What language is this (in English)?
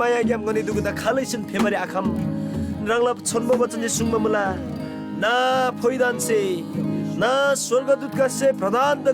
Eastern Tamang